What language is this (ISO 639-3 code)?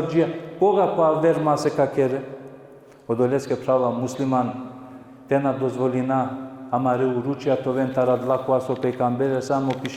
rmn